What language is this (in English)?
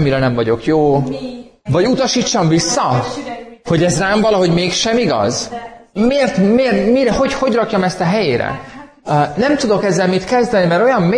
Hungarian